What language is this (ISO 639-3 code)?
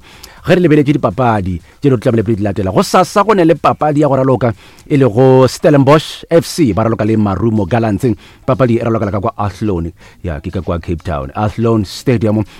nso